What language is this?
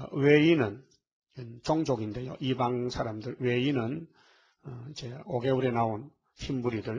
Korean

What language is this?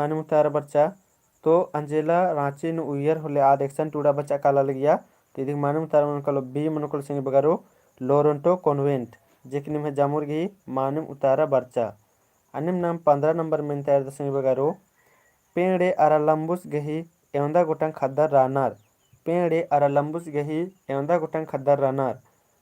Kurukh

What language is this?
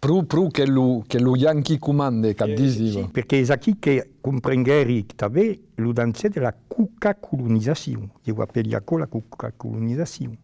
Occitan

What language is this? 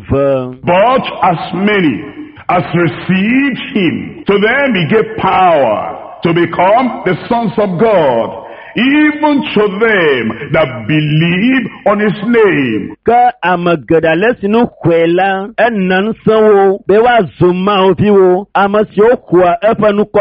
Ewe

